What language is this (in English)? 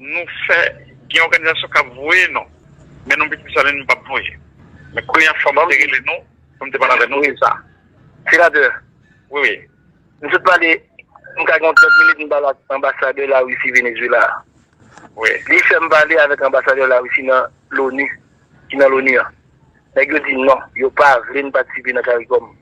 Haitian Creole